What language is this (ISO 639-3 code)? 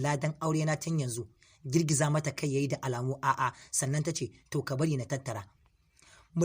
hau